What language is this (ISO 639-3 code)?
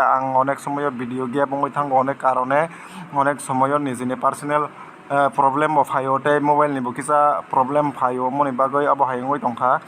trp